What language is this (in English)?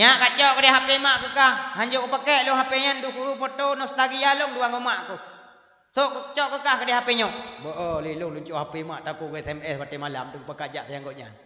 Achinese